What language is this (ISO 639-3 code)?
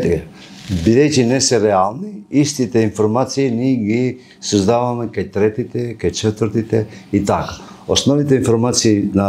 mkd